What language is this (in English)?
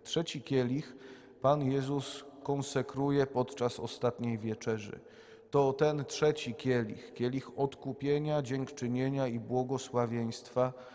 Polish